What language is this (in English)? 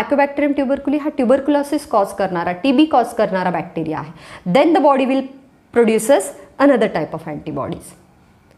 Marathi